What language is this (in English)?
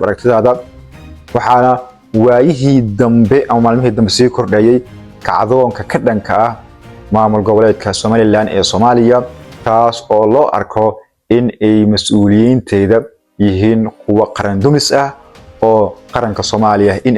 Somali